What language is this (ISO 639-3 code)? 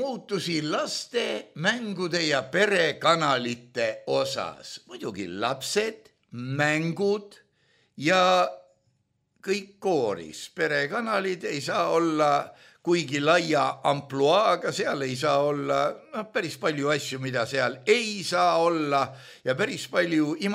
est